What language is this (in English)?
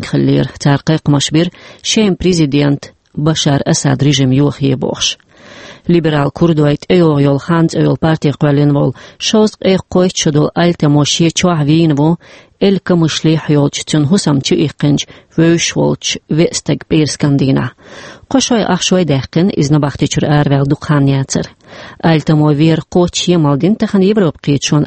Chechen